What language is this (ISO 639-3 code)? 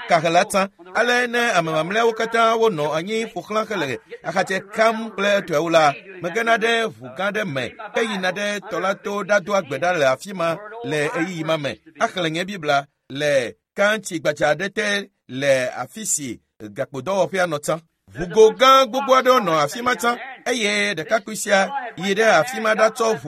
ewe